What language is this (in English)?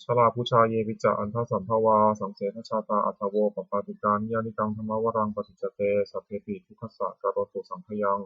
Pali